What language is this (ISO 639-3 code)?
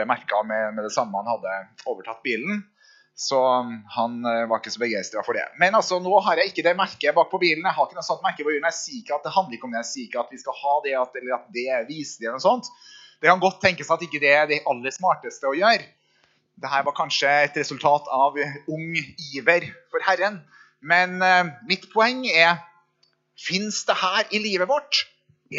nor